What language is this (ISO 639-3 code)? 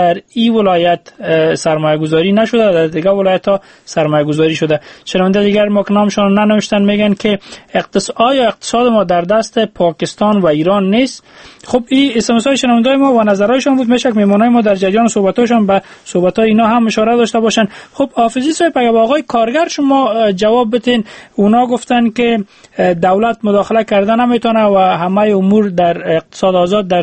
fas